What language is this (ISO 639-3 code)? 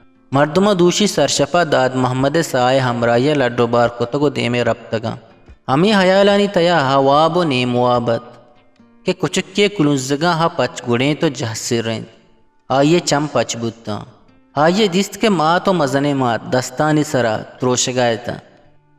bgp